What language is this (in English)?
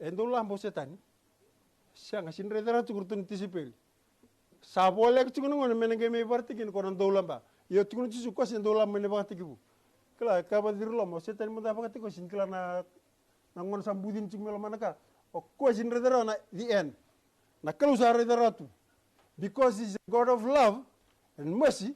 Fijian